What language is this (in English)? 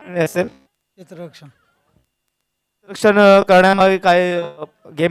Marathi